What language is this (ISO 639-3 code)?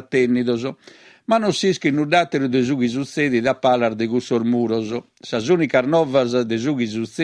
srd